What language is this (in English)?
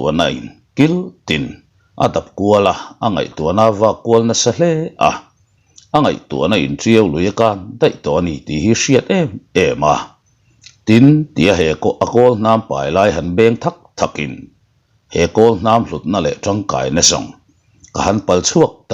Mizo